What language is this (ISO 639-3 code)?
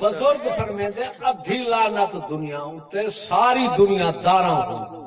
skr